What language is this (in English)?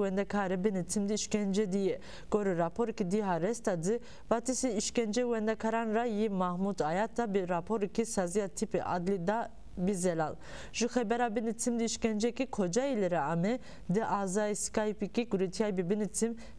Zaza